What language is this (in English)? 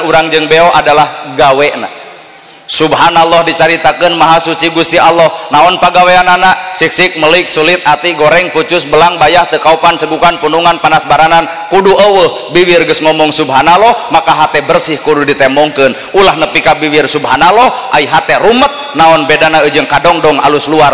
Sundanese